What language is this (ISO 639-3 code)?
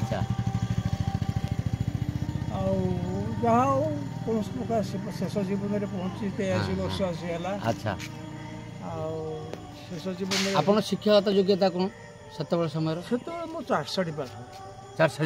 ori